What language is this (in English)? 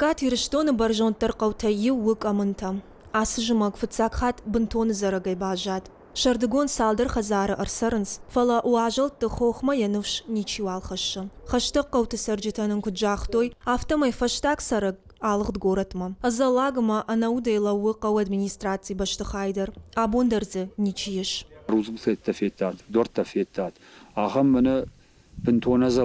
Ossetic